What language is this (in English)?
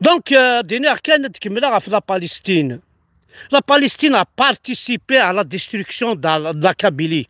Kabyle